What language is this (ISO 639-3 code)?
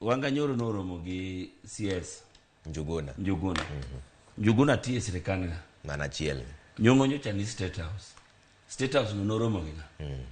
luo